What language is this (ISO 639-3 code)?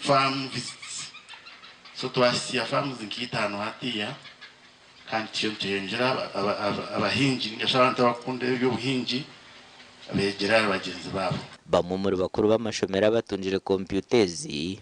nyn